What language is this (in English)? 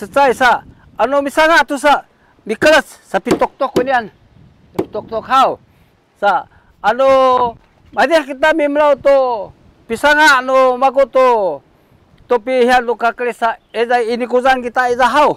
Sakizaya